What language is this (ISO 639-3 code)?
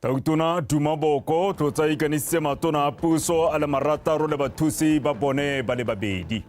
tsn